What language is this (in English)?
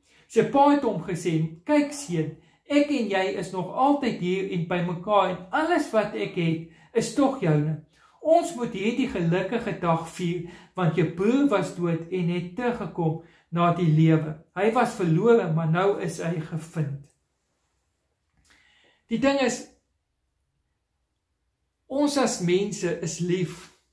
Afrikaans